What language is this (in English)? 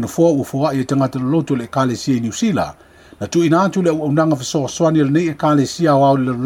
Samoan